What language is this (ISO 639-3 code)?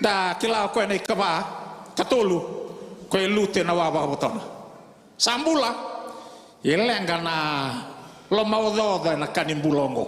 fij